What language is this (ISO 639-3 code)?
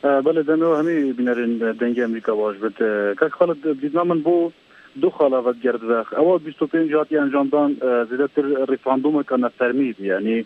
kur